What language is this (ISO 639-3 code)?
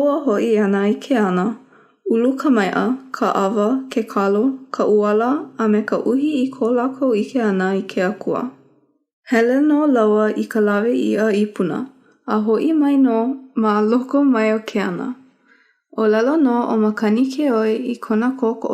haw